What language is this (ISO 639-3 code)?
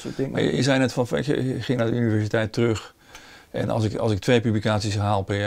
nld